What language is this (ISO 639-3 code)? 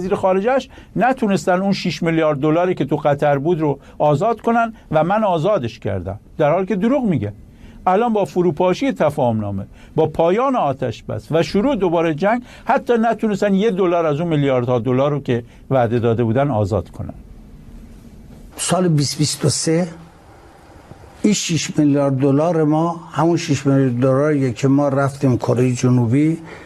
fas